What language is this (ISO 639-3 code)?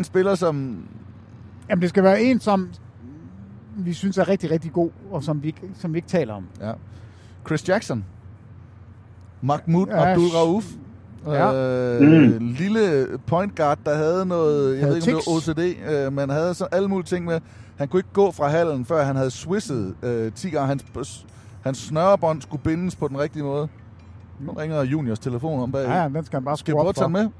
dan